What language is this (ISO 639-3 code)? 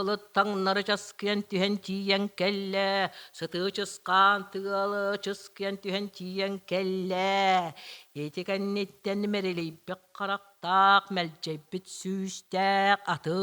sah